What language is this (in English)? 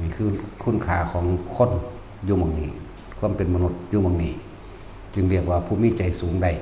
Northeastern Thai